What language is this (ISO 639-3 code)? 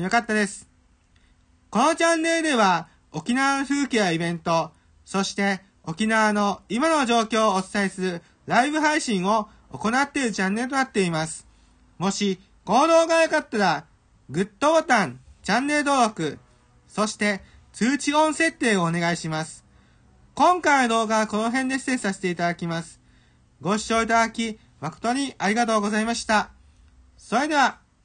jpn